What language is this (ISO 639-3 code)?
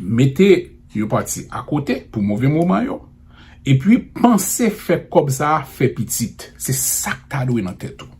hat